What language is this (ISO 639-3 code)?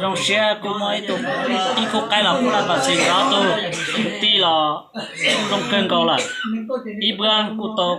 hmn